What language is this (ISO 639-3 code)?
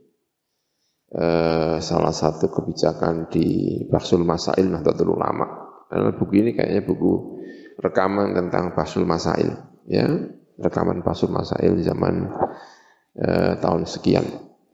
ind